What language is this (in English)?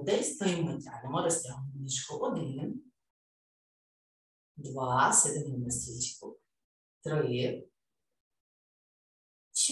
Ukrainian